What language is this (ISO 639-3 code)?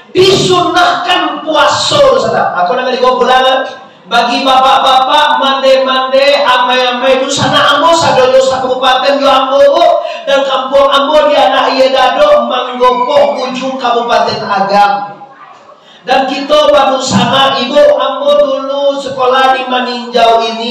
min